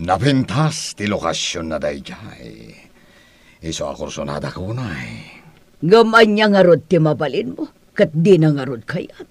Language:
Iloko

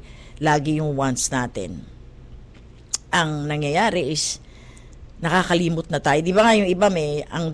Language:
Filipino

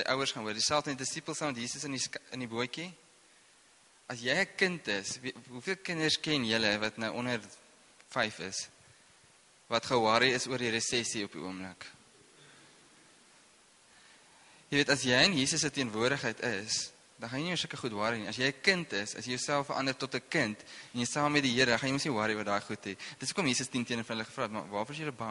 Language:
Afrikaans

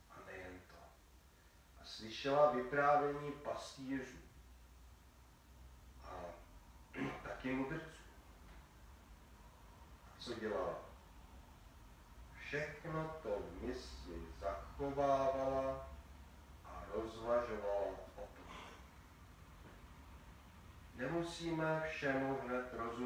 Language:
Czech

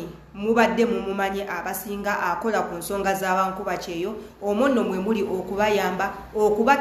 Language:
Ganda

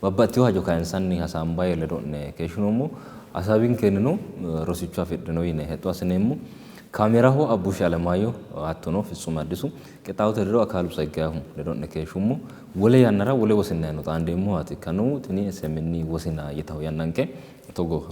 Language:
Sidamo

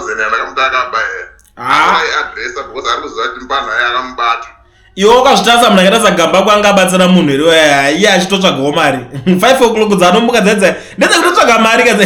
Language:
Shona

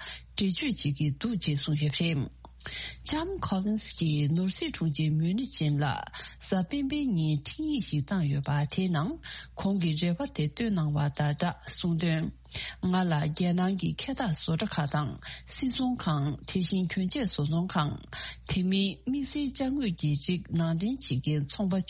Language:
Tibetan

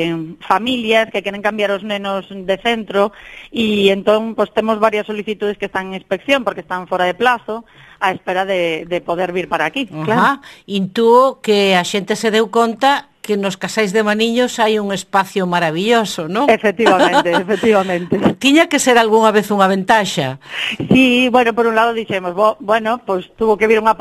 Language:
Galician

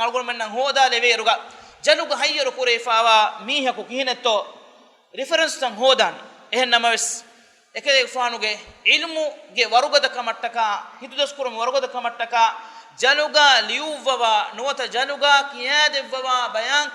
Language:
Divehi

